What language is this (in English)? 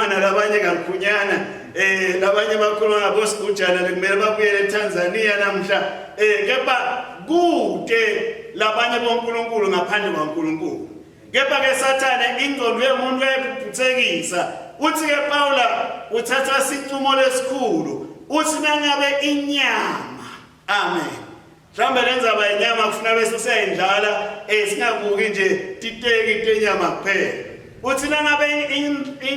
Swati